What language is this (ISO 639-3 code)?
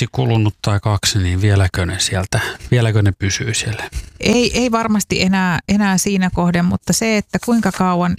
fin